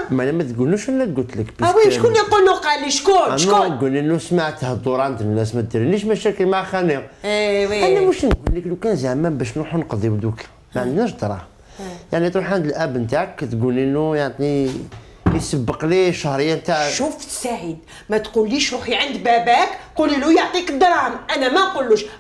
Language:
Algerian Arabic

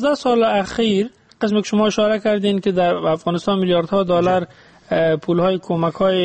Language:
Persian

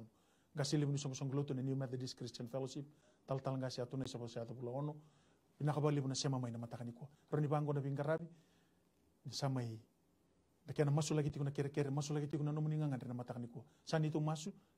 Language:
Fijian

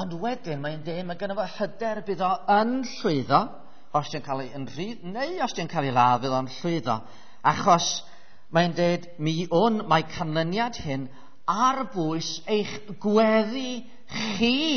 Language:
Welsh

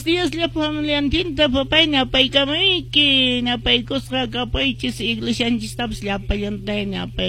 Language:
Quechua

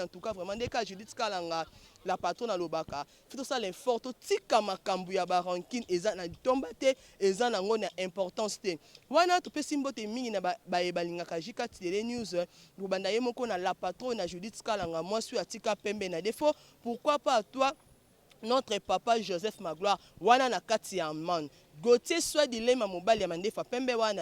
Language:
Lingala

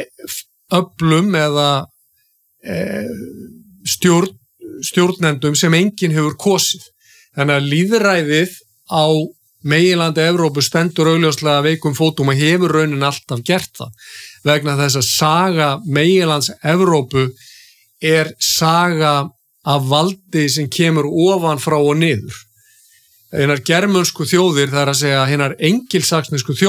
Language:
Icelandic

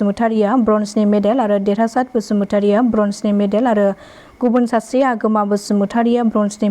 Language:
Bodo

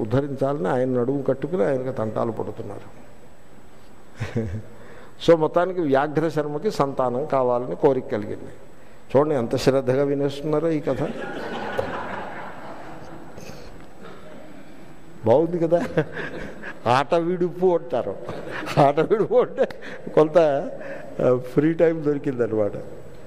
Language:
Telugu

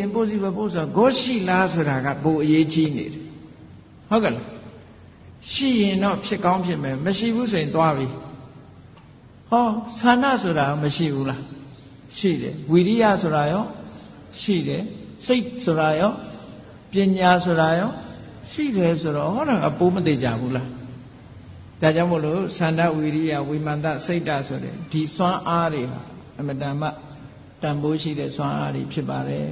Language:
Burmese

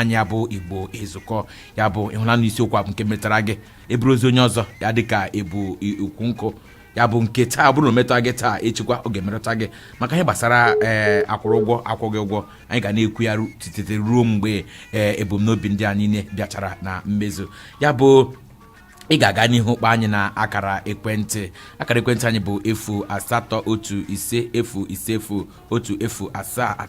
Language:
Igbo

